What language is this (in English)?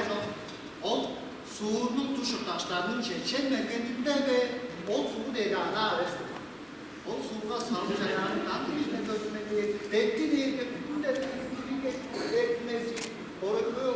Tuvinian